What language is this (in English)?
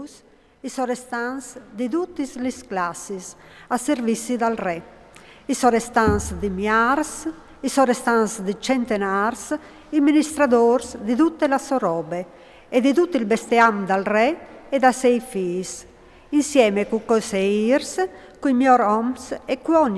Friulian